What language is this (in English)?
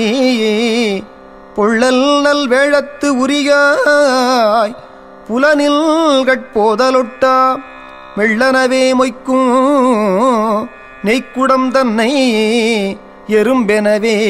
Tamil